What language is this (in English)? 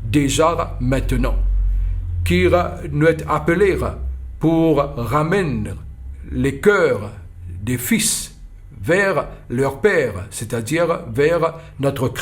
Morisyen